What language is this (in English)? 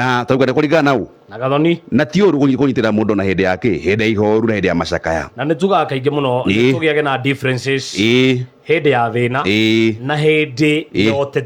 Kikuyu